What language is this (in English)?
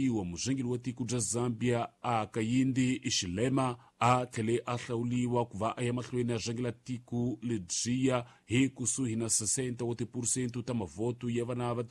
Tsonga